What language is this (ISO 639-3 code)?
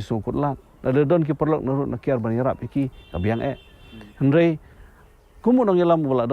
kha